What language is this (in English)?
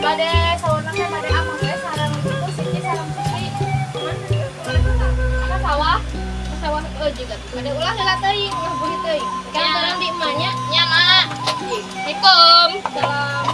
Sundanese